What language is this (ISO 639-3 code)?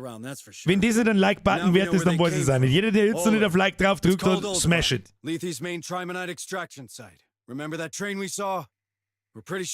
bar